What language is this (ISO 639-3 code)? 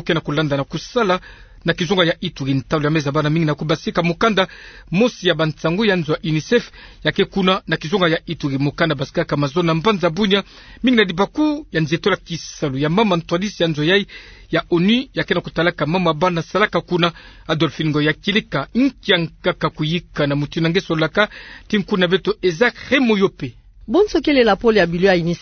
ktu